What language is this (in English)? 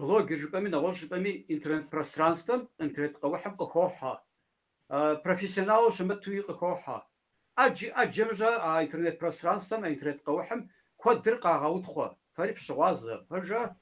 Kabardian